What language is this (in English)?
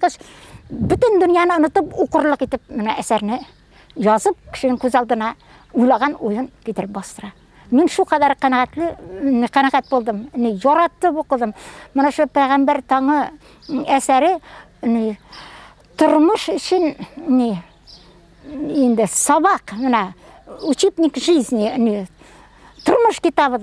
Bashkir